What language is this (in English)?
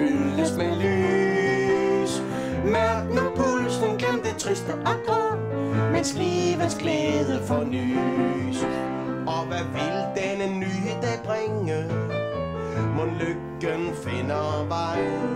Danish